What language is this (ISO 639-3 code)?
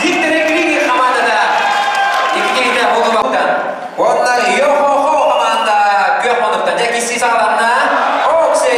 sah